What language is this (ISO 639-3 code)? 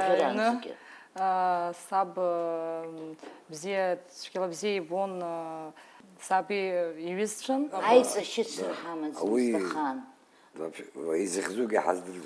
abk